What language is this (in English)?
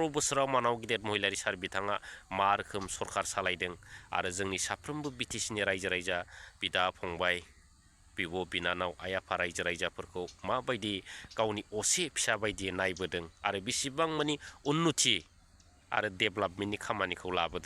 Bodo